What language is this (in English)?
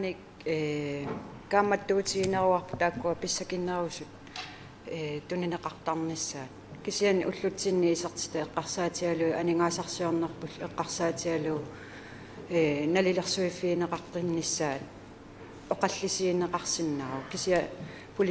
Kalaallisut